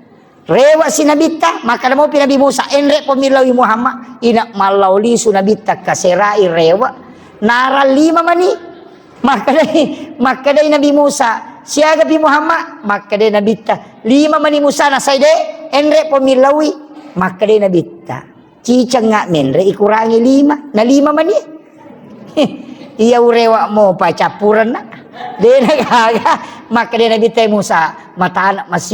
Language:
Buginese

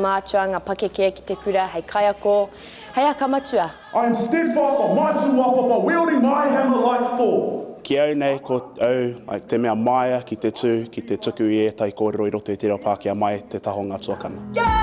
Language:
Māori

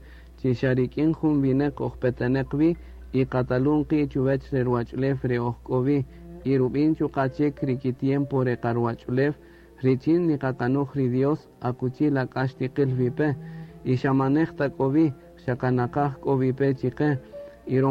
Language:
Kaqchikel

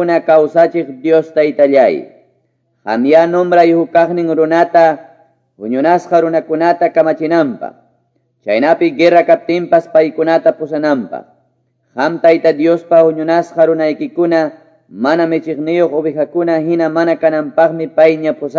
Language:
Quechua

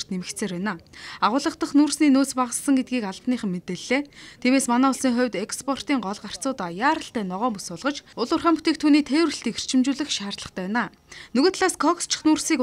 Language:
Mongolian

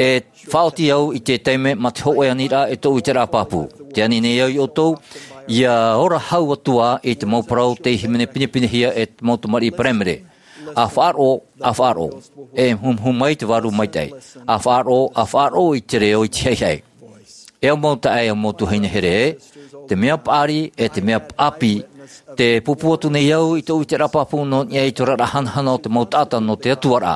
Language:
Tahitian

